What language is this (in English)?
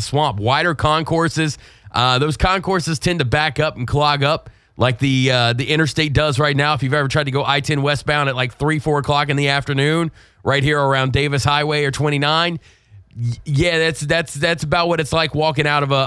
English